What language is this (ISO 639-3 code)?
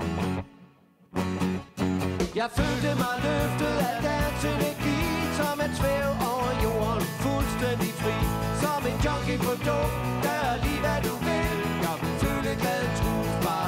dan